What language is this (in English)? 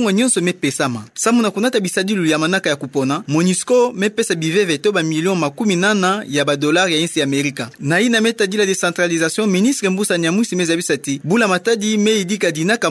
Kituba (Democratic Republic of Congo)